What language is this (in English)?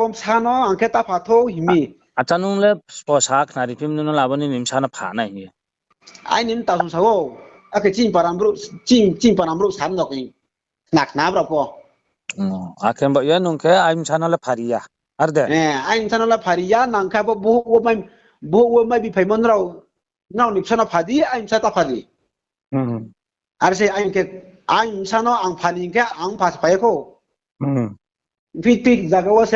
Riang (India)